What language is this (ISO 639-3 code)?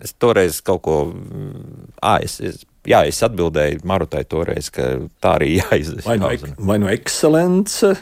lav